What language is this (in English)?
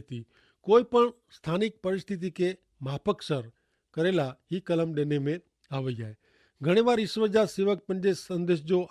Kachhi